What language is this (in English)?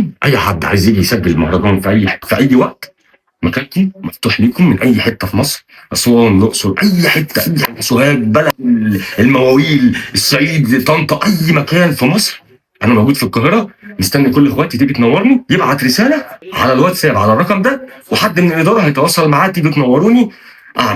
Egyptian Arabic